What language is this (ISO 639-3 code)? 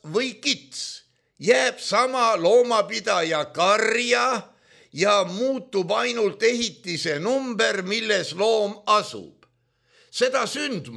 est